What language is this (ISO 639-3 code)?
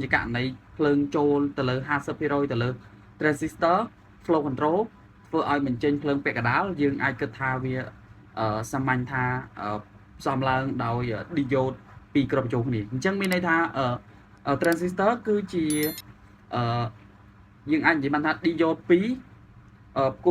khm